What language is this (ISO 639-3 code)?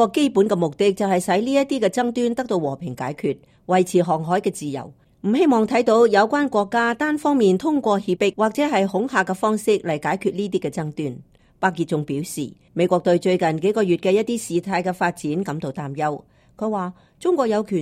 yue